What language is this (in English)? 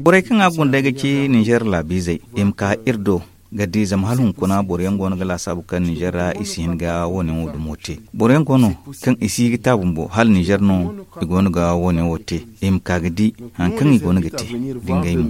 Zarma